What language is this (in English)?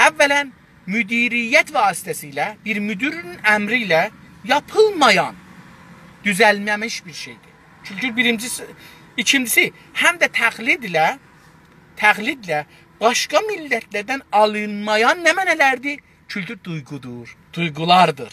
South Azerbaijani